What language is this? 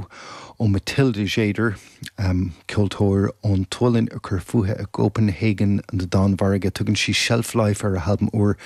Irish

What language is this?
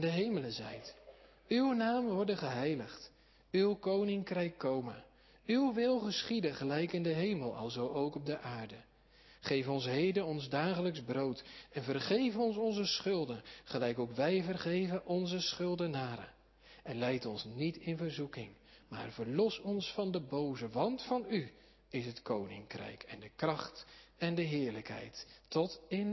Dutch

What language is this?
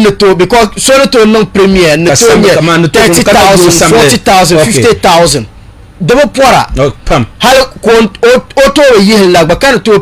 Dagbani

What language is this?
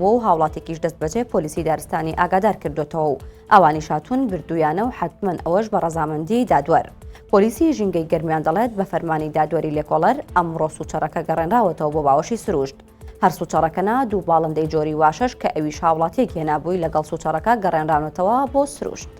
Central Kurdish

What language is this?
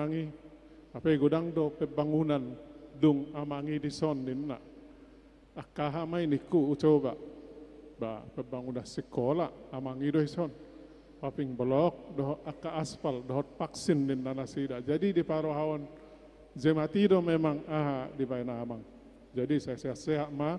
Batak Toba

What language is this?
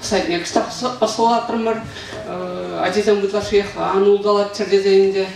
Chuvash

